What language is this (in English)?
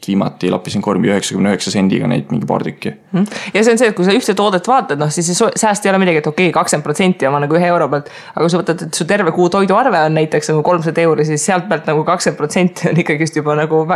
Estonian